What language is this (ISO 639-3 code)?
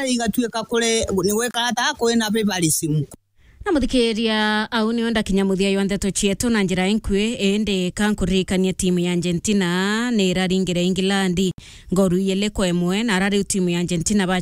mer